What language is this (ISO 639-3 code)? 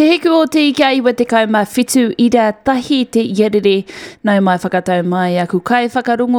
mri